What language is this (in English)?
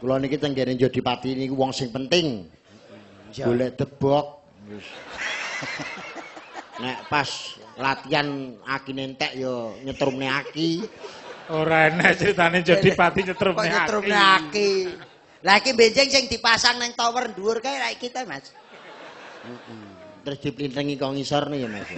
Javanese